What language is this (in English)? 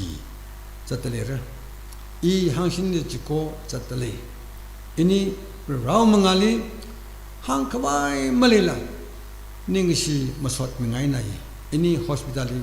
Tangkhul Naga (India)